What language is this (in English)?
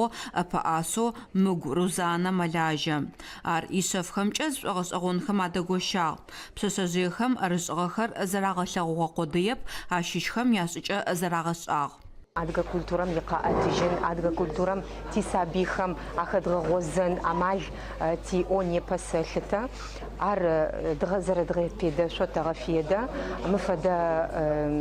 Adyghe